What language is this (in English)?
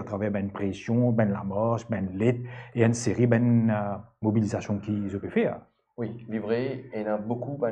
Morisyen